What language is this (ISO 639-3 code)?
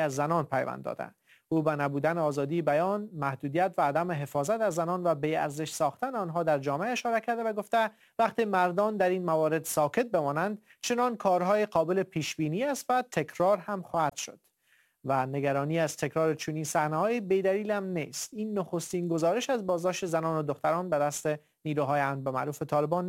fas